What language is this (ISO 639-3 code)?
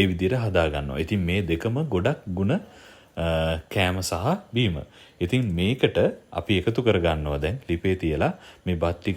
sin